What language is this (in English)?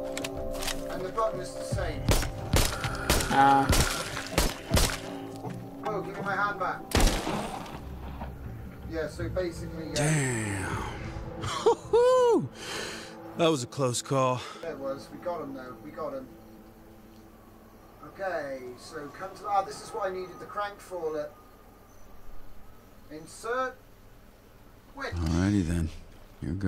English